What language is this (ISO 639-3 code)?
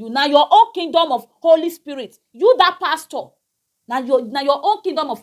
pcm